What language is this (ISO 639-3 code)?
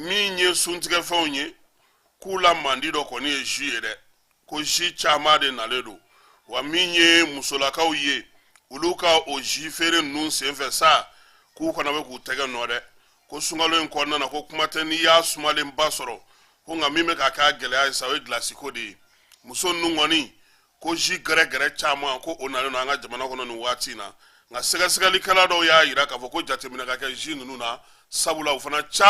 bam